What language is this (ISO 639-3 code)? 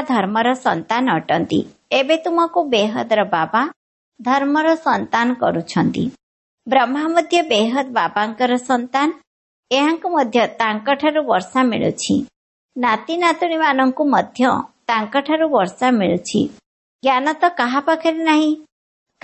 ori